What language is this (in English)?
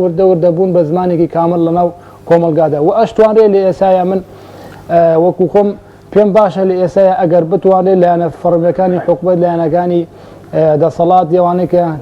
Central Kurdish